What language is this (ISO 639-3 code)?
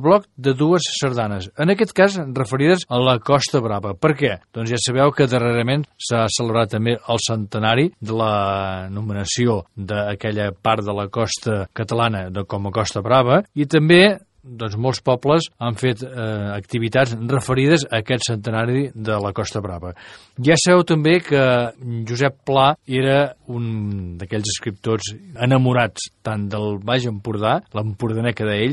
cat